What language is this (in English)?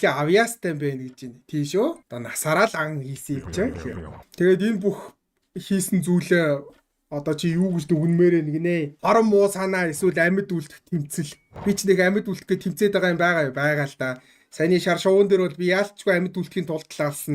Mongolian